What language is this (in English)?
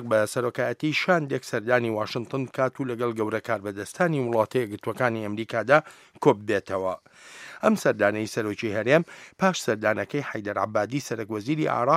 Central Kurdish